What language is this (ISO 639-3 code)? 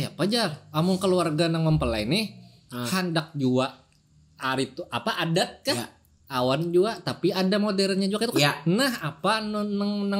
bjn